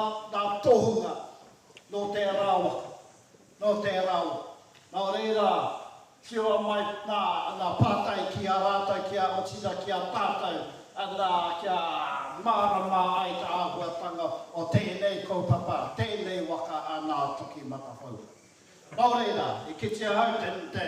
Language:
Māori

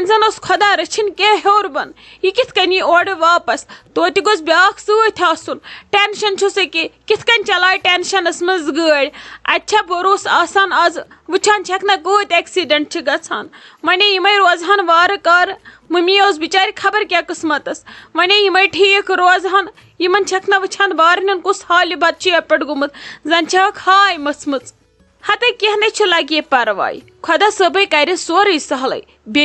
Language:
Kashmiri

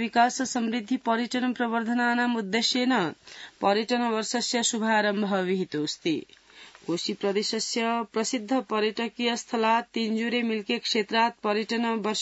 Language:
Sanskrit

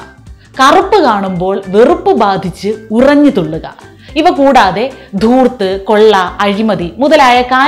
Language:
Malayalam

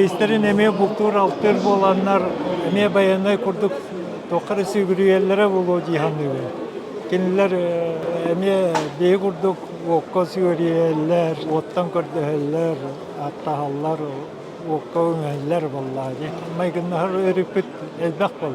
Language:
Yakut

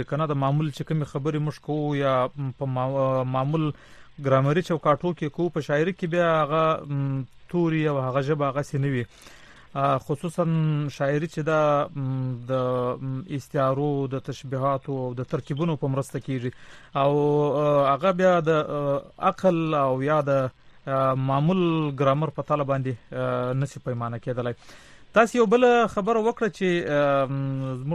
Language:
Pashto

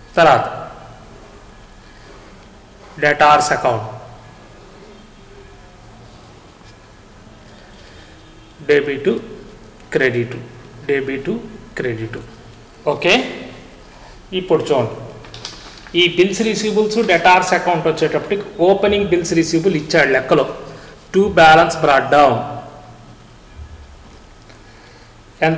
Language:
Telugu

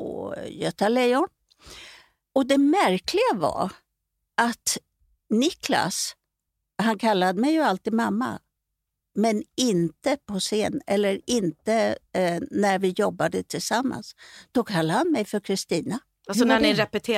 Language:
Swedish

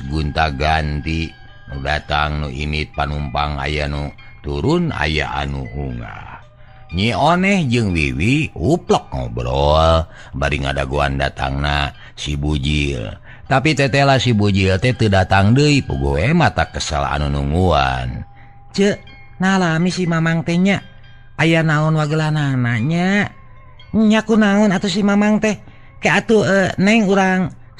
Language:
Sundanese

